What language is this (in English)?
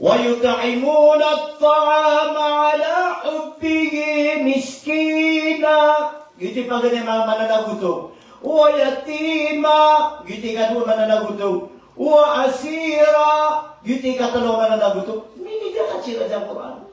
Maranao